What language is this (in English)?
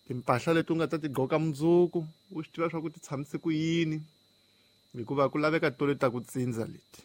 Tsonga